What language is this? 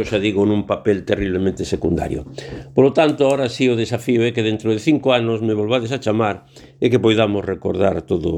Galician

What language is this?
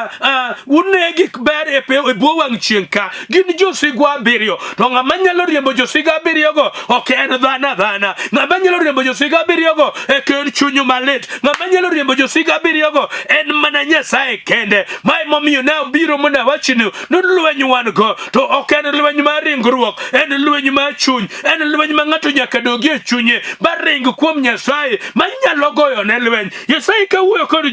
Luo (Kenya and Tanzania)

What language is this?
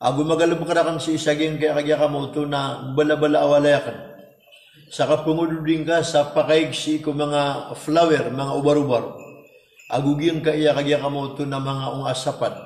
Maranao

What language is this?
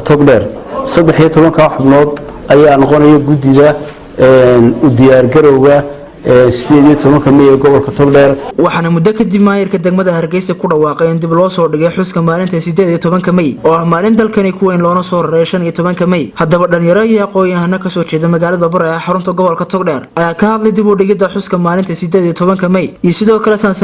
Somali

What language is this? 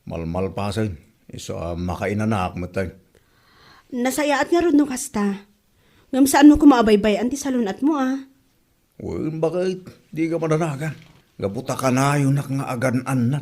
Iloko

